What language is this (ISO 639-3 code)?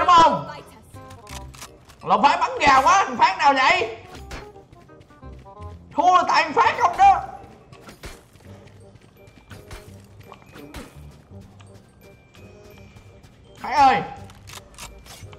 vie